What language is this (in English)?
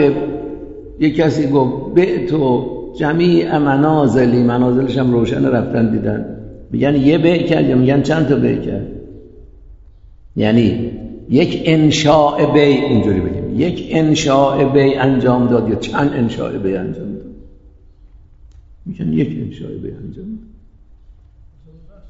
Persian